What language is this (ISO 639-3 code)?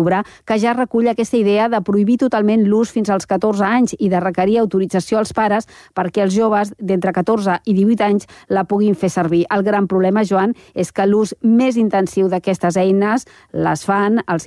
cat